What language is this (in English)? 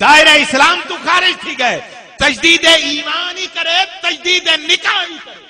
Saraiki